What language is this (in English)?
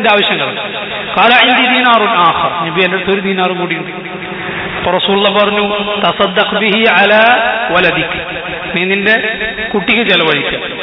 Malayalam